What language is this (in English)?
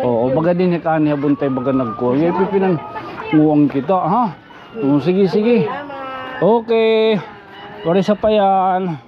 Waray